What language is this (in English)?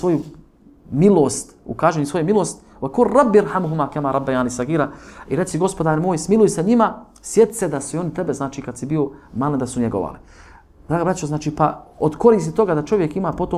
Bosnian